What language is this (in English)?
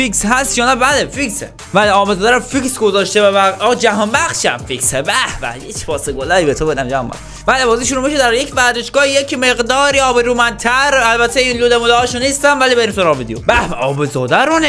Persian